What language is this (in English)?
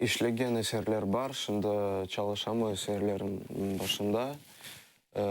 Crimean Tatar